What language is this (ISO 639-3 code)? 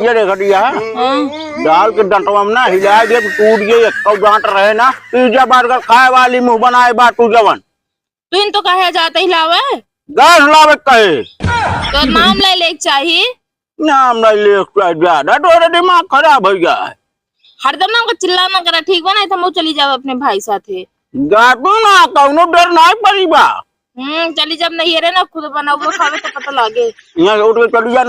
awa